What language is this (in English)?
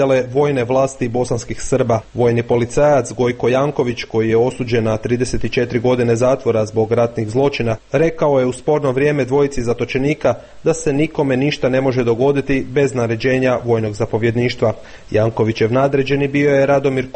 Serbian